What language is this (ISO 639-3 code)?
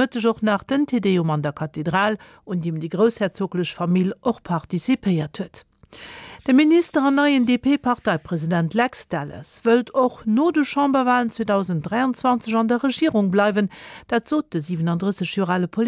ltz